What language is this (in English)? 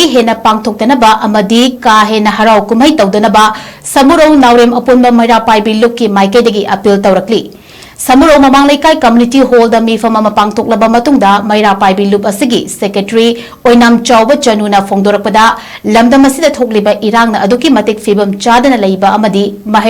Manipuri